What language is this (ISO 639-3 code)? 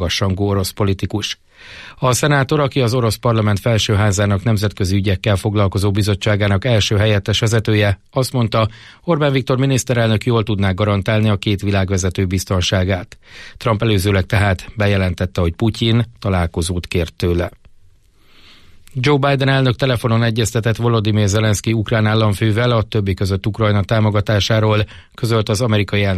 hun